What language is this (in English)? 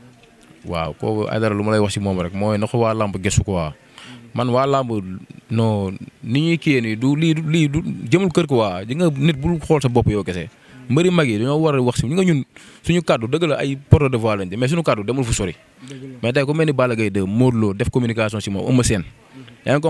Wolof